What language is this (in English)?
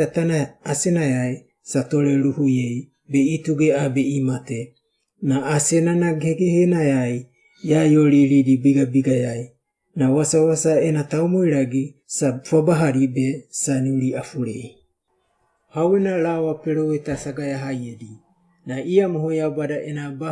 Wagawaga